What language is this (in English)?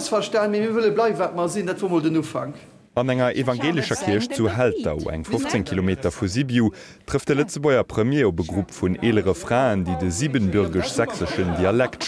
Luxembourgish